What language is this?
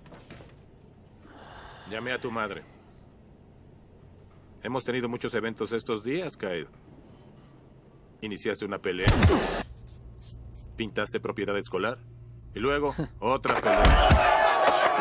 Spanish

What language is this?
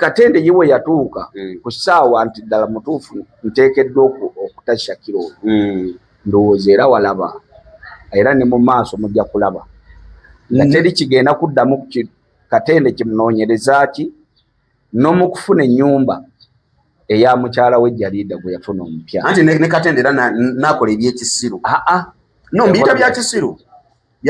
Ganda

